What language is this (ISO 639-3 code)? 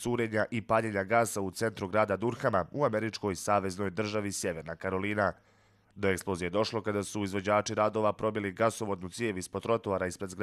bos